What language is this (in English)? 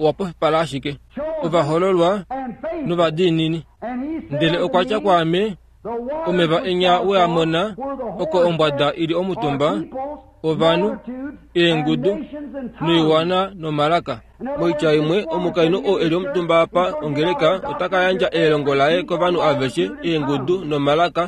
Kuanyama